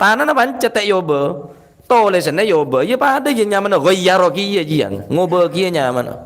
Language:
Madurese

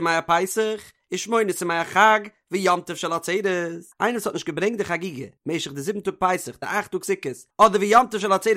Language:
Yiddish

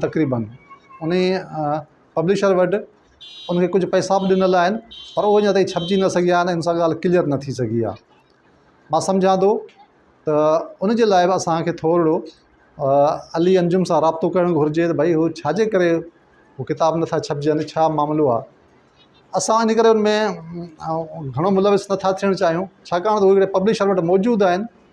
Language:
Sindhi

